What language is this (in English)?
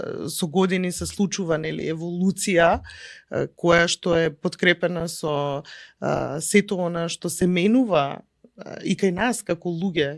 Macedonian